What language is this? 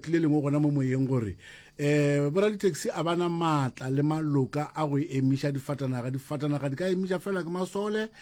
Northern Sotho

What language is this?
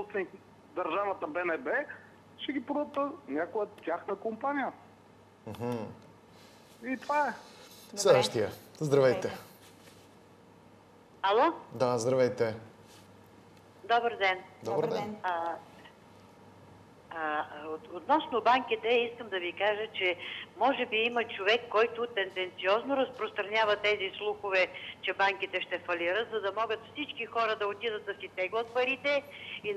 Bulgarian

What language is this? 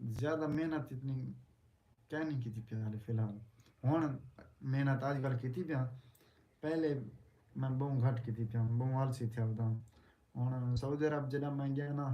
Saraiki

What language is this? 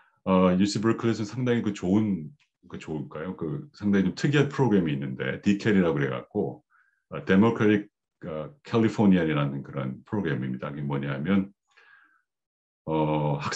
Korean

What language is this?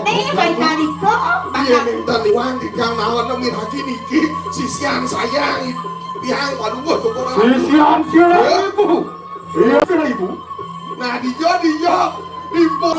Balinese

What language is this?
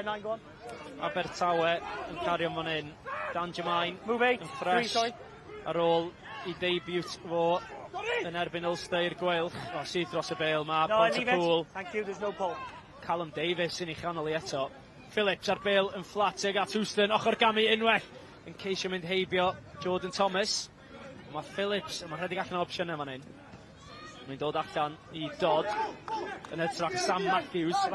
Welsh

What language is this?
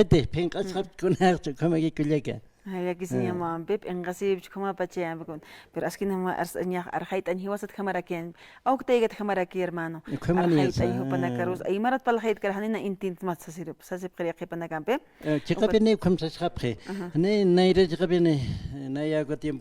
Aymara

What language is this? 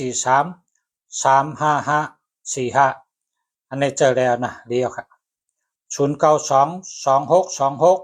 Shan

